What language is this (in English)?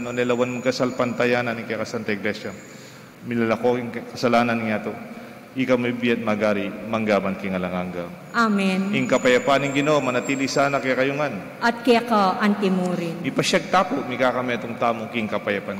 Pampanga